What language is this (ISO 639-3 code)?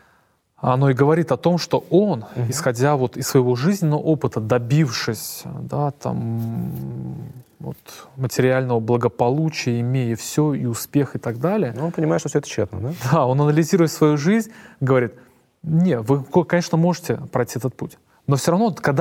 rus